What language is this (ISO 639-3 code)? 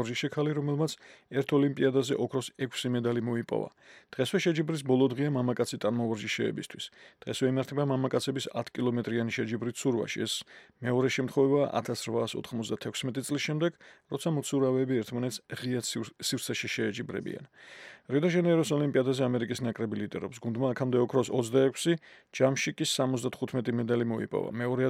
kat